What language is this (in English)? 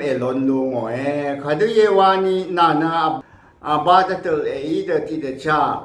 Rawang